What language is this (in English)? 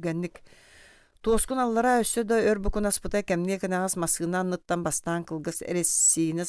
Yakut